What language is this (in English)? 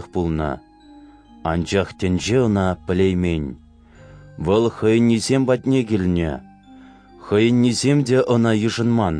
Chuvash